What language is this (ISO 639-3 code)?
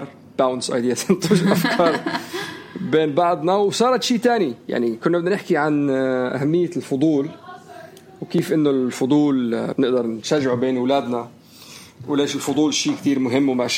apc